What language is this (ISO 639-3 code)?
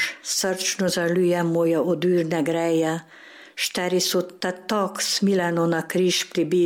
slv